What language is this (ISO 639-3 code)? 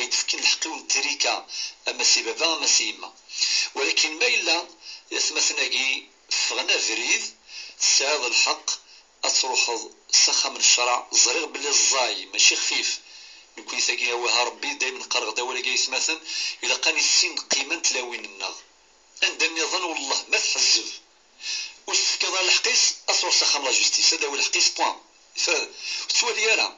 kab